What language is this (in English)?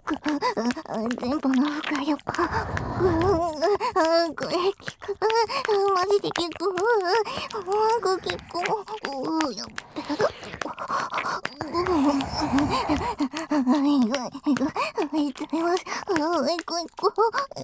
Japanese